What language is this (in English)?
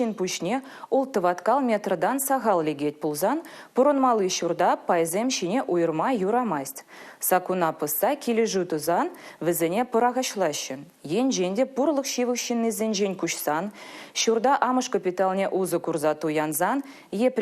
Chuvash